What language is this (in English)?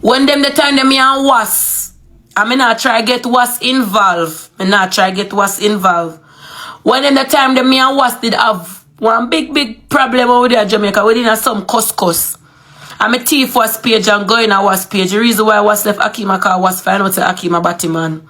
Jamaican Creole English